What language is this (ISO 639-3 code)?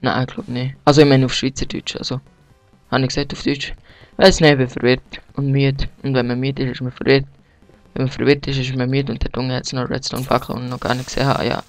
gsw